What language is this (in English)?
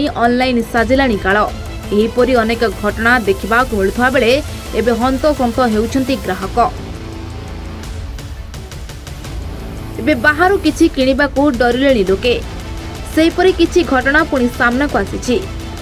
Odia